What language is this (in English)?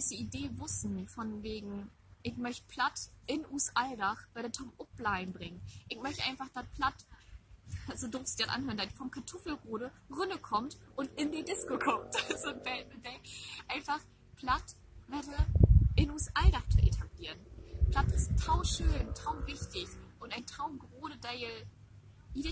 Low German